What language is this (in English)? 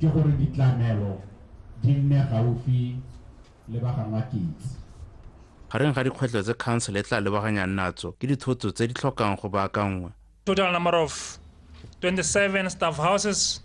Tswana